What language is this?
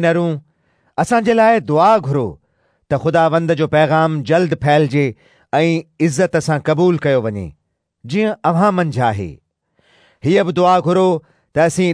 Sindhi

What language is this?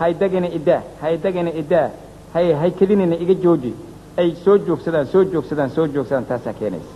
Somali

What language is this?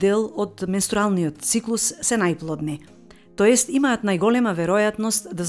Macedonian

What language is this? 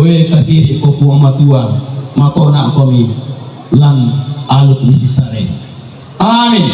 Toraja-Sa'dan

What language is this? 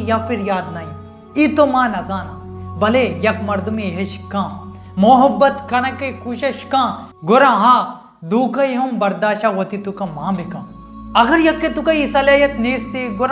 Baluchi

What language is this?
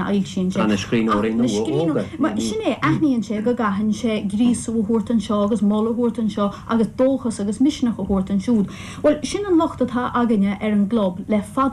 Irish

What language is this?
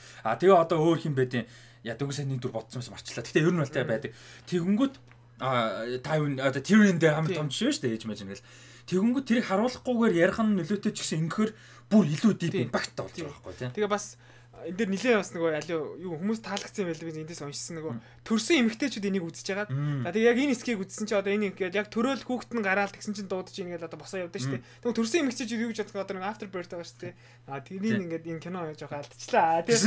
Mongolian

